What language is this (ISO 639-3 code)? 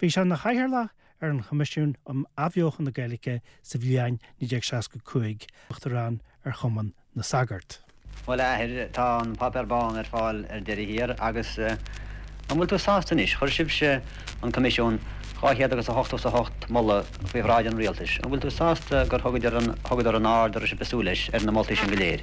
gle